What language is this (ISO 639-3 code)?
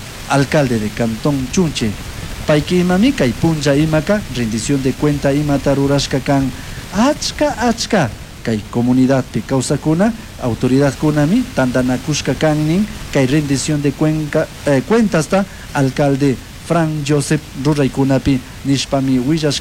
qug